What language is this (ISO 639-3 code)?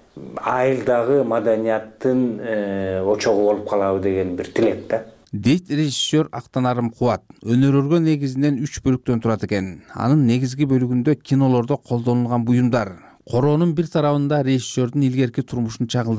kir